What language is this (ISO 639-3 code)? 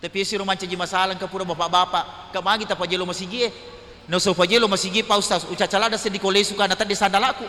bug